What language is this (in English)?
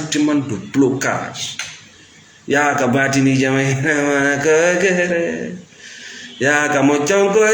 Fula